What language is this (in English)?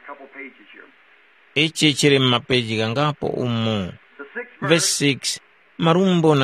Tumbuka